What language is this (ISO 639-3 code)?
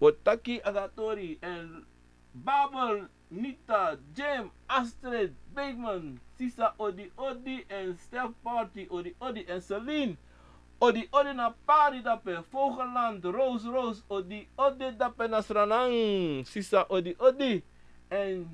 srn